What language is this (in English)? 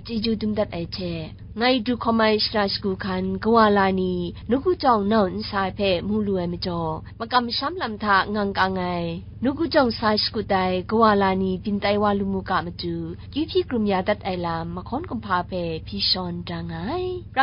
Kachin